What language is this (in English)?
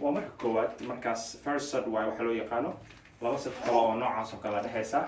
Somali